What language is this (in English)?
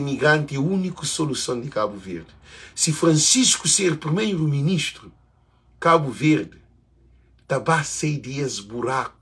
Kabuverdianu